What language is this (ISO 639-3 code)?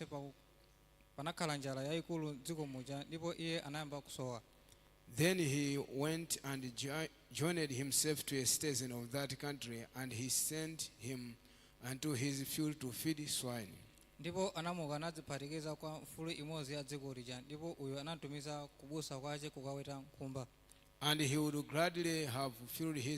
nya